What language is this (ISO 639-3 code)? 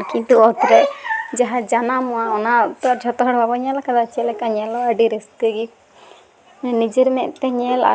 sat